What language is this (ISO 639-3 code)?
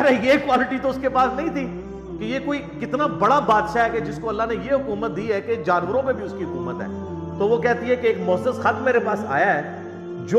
urd